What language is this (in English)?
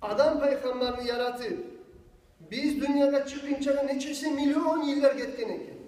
Kumyk